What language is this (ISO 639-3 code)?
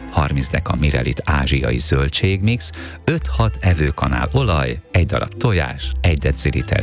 hun